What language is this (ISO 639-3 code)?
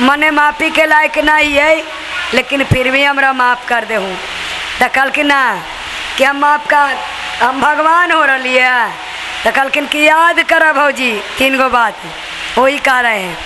mag